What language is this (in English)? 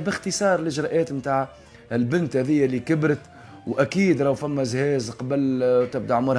Tunisian Arabic